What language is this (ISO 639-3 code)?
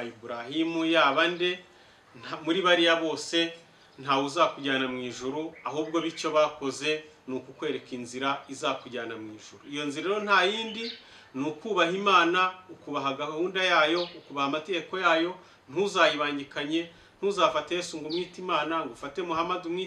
kin